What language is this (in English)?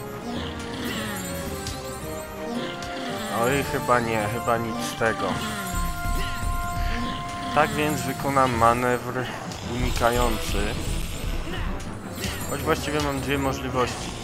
Polish